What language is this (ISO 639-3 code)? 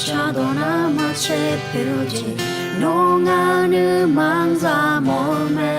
ahk